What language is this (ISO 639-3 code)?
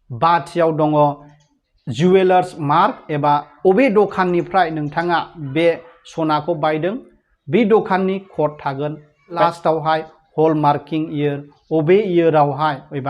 brx